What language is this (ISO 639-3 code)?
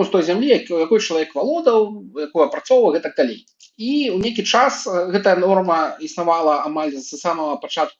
bel